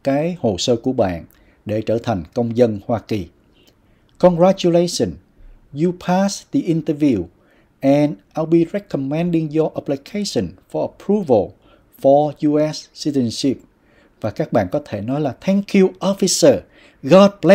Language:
Vietnamese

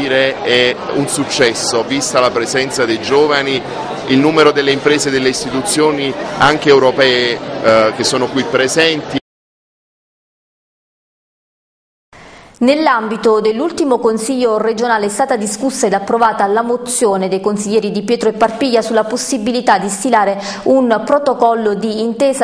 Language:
Italian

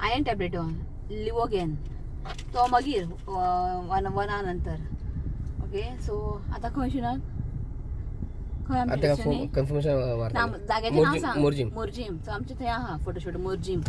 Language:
Konkani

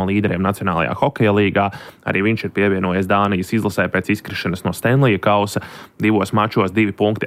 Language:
Latvian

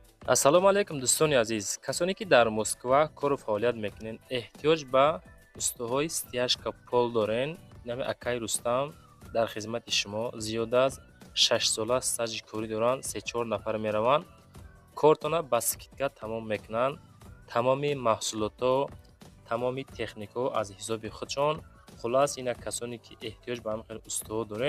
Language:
Tajik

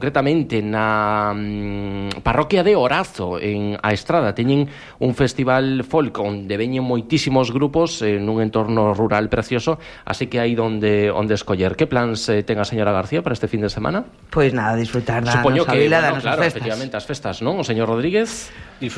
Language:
Galician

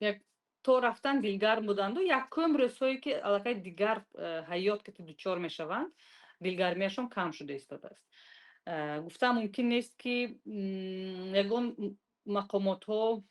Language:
Tajik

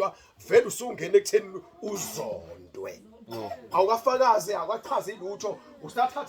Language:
Zulu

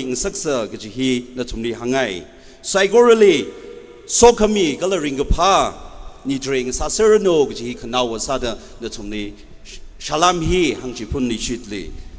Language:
Tangkhul Naga (India)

